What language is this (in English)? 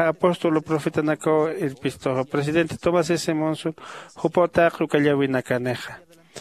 Aymara